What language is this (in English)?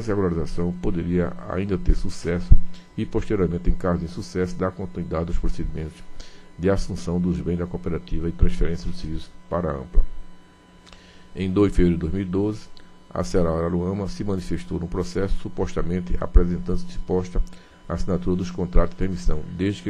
Portuguese